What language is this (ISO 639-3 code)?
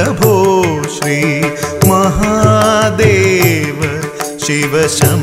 mal